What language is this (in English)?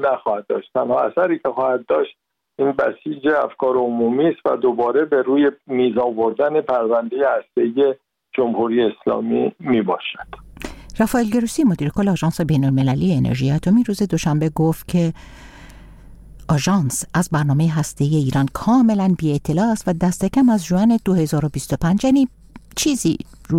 Persian